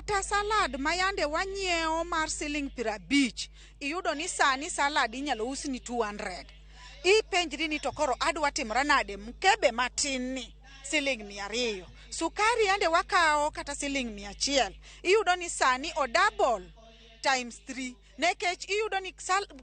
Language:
Luo (Kenya and Tanzania)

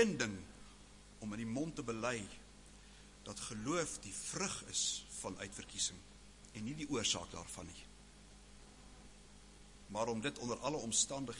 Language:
Afrikaans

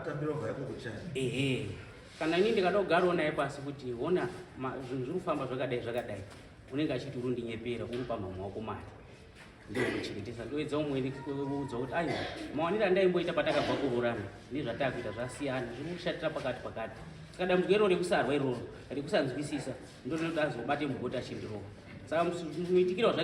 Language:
Shona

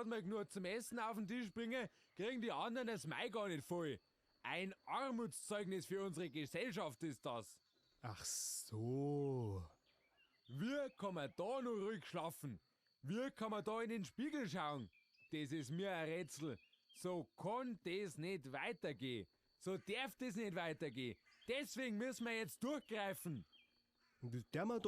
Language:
Bavarian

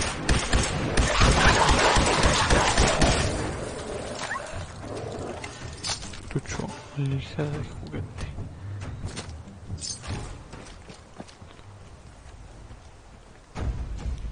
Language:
Spanish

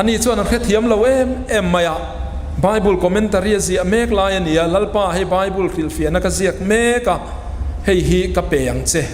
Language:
Mizo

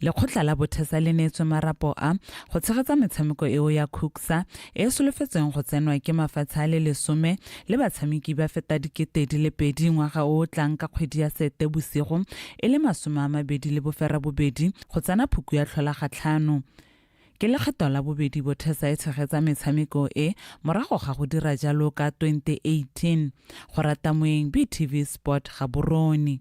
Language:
Tswana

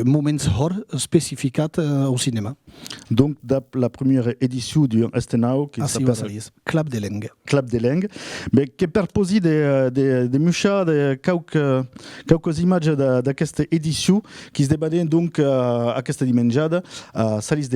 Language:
Occitan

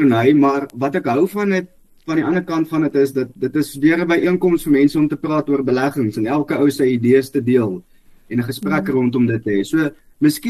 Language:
Afrikaans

